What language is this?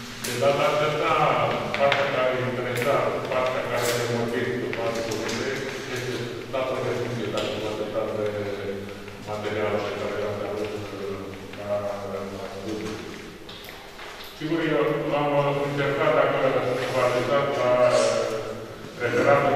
Romanian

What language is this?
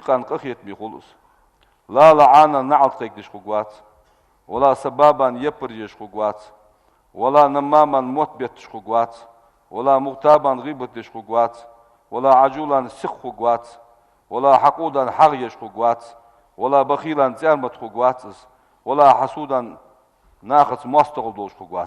Ingush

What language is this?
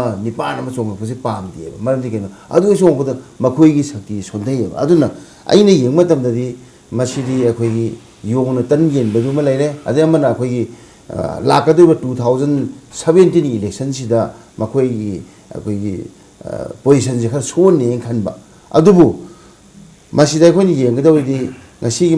Manipuri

